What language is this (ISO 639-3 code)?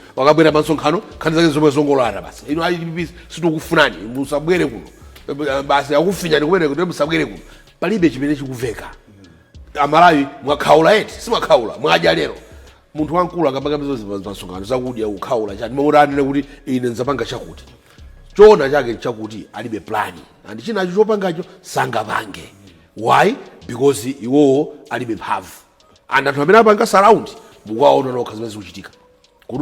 nya